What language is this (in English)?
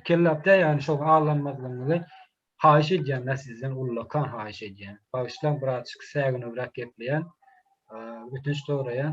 Turkmen